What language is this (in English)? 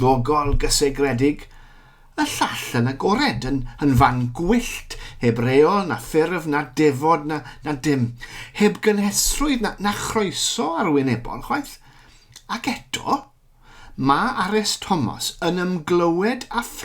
Welsh